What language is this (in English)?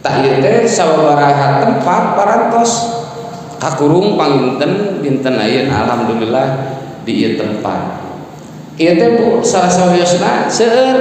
Sundanese